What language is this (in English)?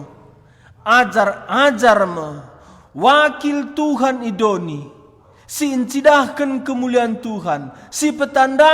Batak Karo